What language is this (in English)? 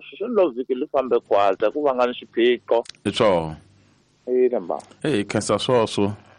Tsonga